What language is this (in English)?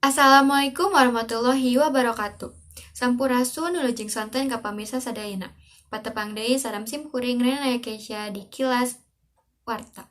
Sundanese